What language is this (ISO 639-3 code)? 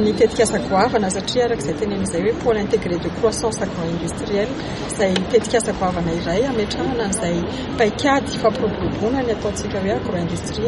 mlg